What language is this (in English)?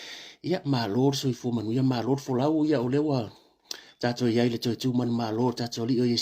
Samoan